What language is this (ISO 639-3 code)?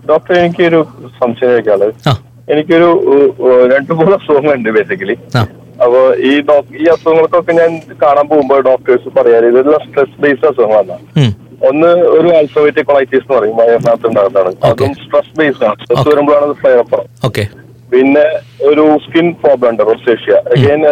mal